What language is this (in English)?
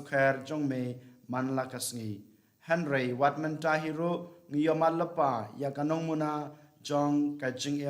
Khasi